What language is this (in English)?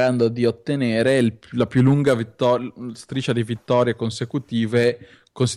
Italian